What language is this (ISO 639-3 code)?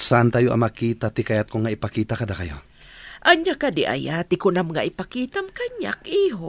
ilo